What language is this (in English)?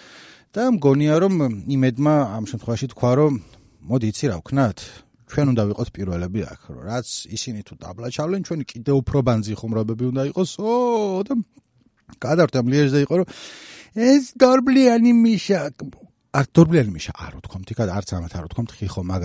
Georgian